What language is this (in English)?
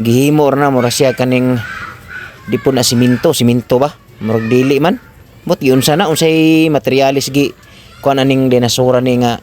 Cebuano